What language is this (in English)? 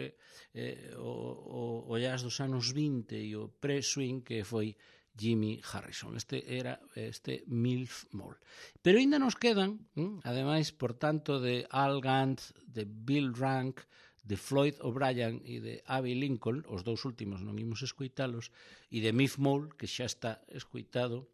Galician